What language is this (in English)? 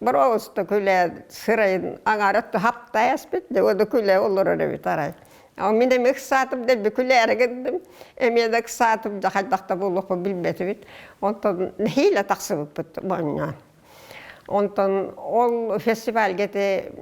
Yakut